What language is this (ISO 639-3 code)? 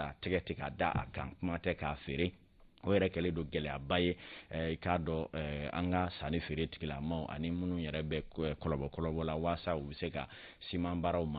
bam